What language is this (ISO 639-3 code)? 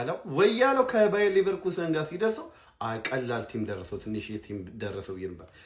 amh